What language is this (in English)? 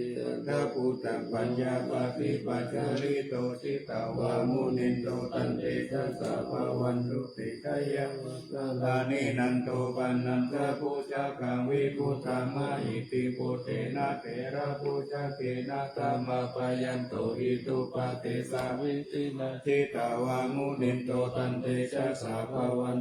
Pali